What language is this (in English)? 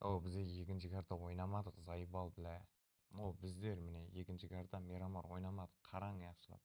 Kara-Kalpak